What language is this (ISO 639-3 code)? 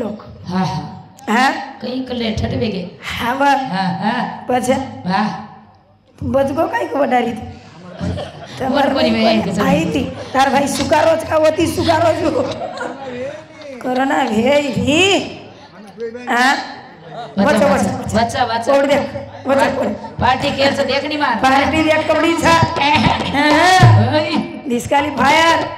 lmn